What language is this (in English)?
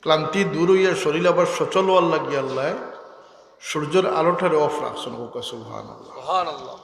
Sylheti